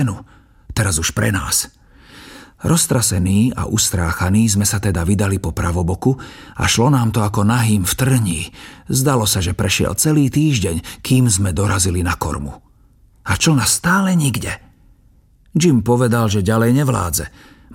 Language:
Slovak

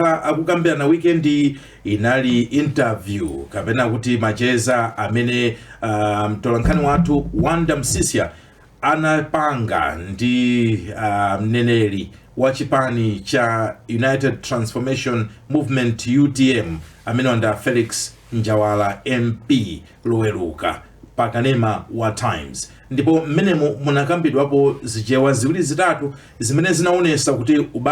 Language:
Nyanja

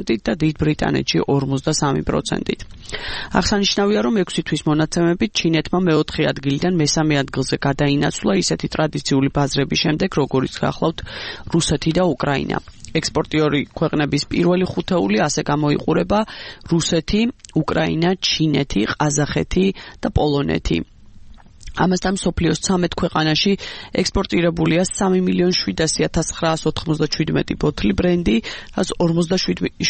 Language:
Georgian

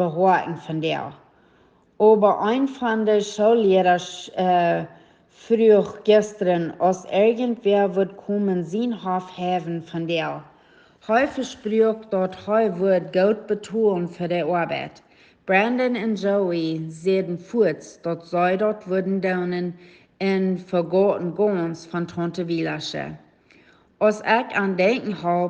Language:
Plautdietsch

